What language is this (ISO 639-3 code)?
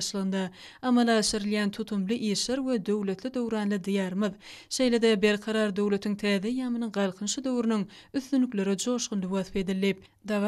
tuk